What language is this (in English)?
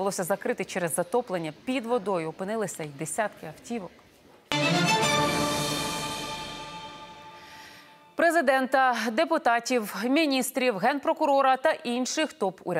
Ukrainian